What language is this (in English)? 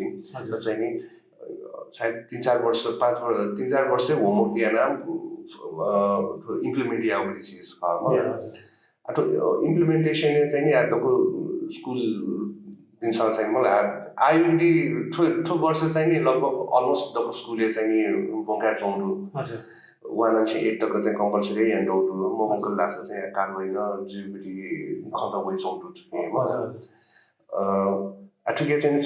Newari